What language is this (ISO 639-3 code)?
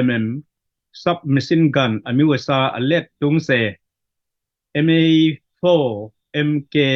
ctd